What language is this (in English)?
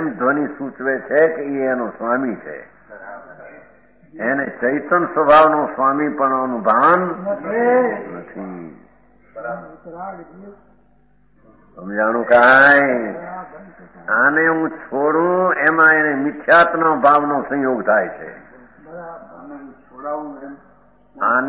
Gujarati